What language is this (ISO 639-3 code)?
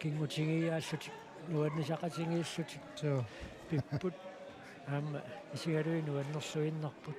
kal